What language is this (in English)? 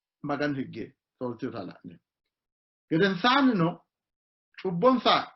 Sidamo